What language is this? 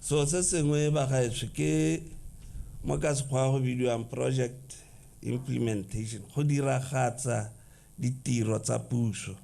Tswana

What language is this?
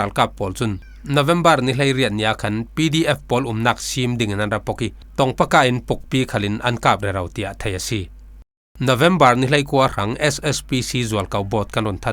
Falam Chin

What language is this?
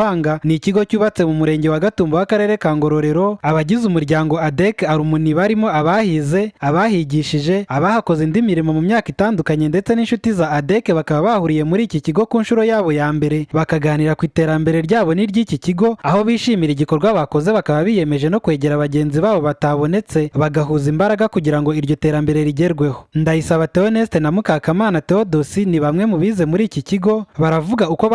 Kinyarwanda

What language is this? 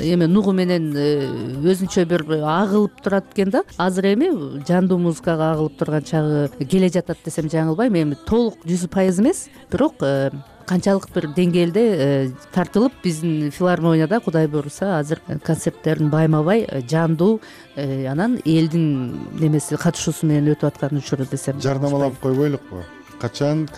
Kyrgyz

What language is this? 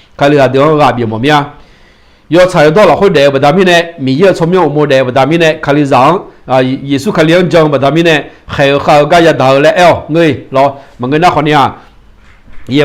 Akha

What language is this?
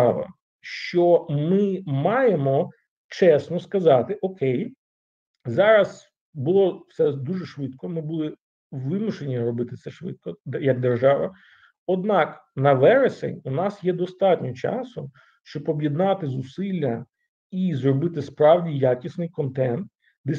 Ukrainian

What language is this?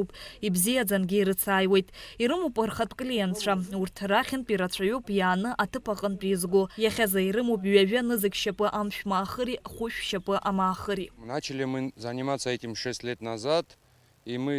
Abkhazian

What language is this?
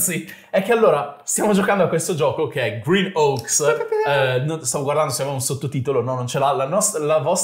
Italian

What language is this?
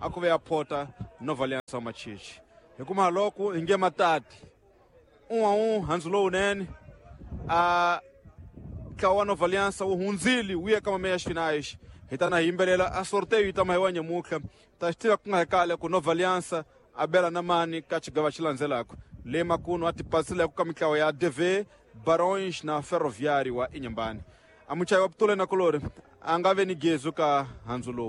Tsonga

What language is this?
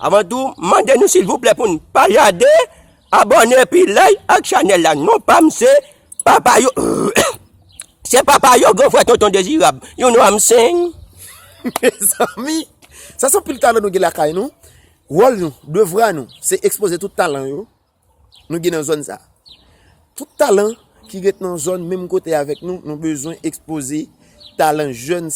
Haitian Creole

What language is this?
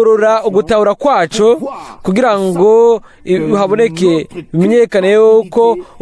Rundi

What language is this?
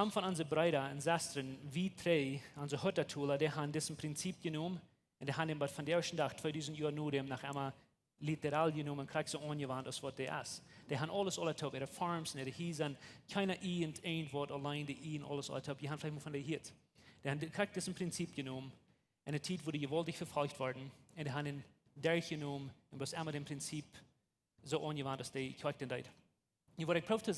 Plautdietsch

